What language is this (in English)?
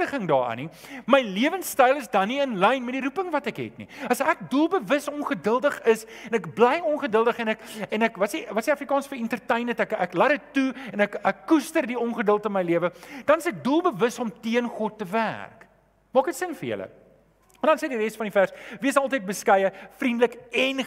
Afrikaans